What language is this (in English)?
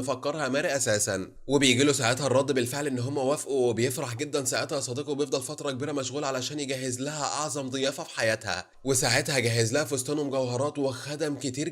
Egyptian Arabic